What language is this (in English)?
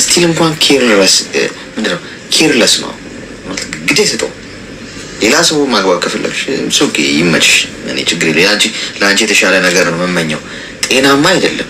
Amharic